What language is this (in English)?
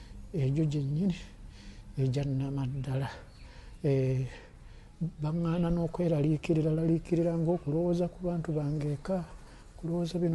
Ganda